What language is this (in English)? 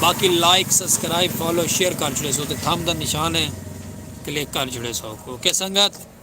Saraiki